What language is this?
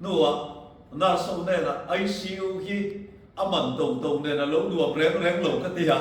Mizo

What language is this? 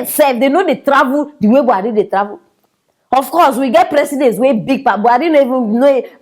Nigerian Pidgin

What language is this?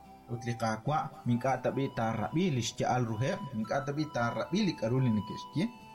Kekchí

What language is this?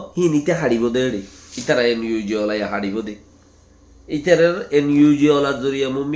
Rohingya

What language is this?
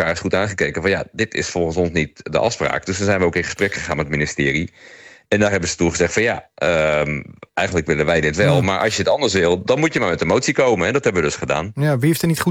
Dutch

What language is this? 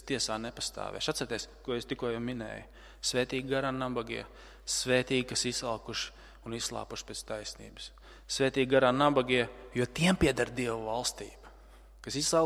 Latvian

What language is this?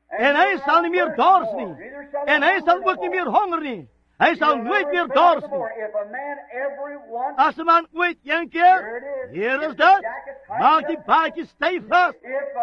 Afrikaans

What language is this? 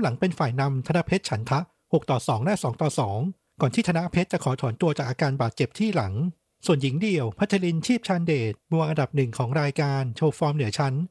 Thai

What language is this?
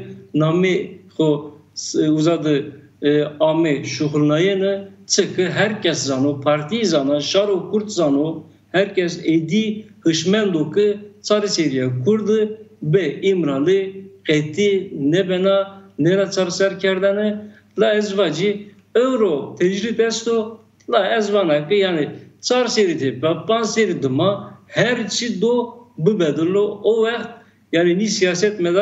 Zaza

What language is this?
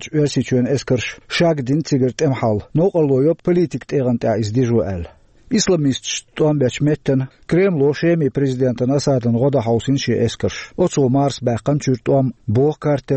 Chechen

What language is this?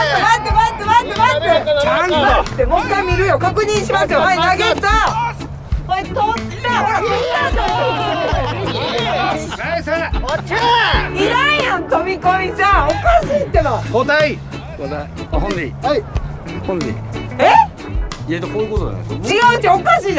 Japanese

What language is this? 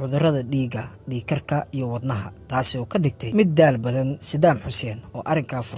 Somali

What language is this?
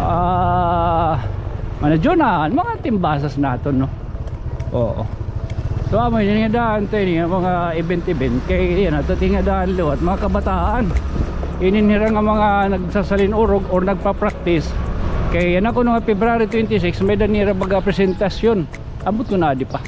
Waray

